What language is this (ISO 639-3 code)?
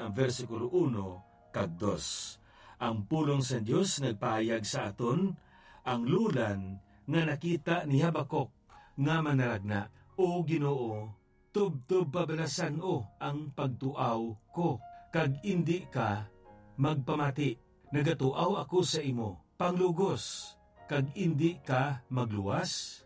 hil